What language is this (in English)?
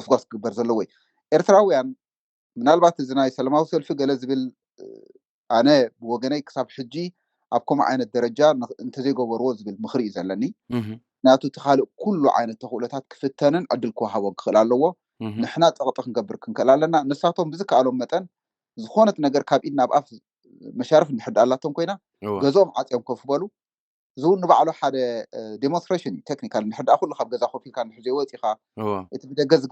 Tigrinya